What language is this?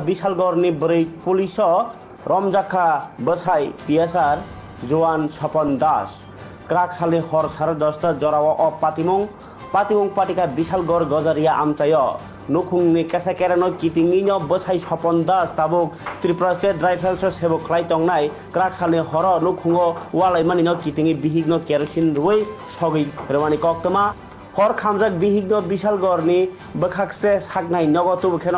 Kok Borok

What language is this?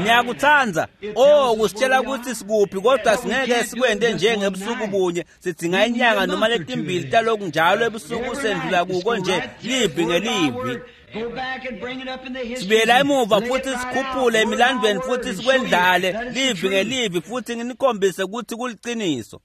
Swati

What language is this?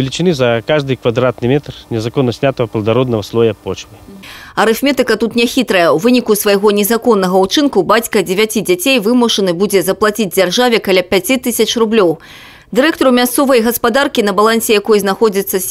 Belarusian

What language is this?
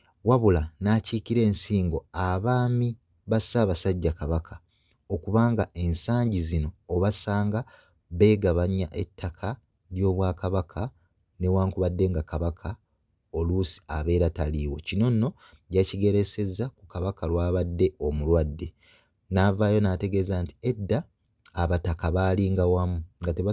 Ganda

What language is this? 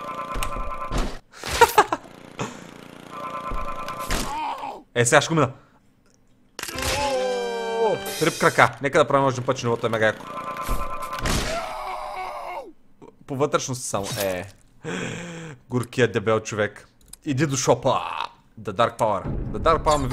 Bulgarian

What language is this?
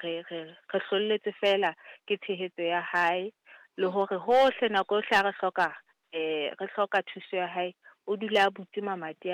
Southern Sotho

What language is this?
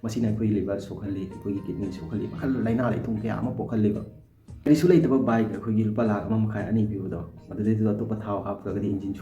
Manipuri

